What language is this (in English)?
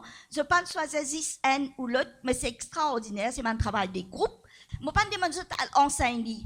Morisyen